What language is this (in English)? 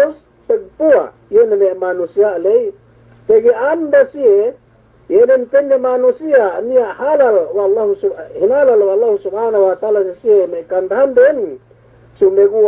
Yakan